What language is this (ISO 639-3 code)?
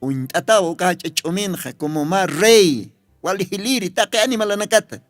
aym